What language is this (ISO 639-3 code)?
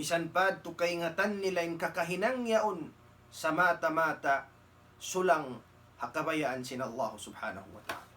tsg